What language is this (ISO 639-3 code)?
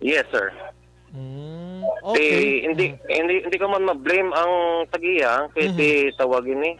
hil